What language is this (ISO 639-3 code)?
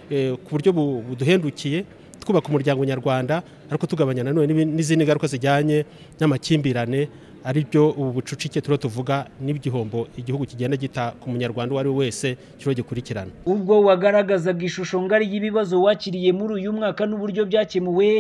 kin